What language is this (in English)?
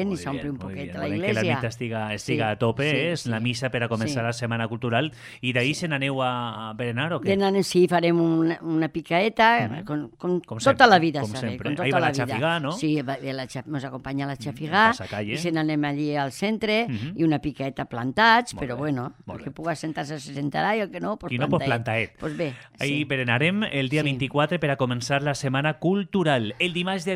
Catalan